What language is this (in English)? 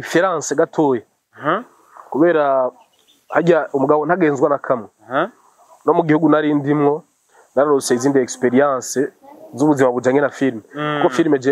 Rundi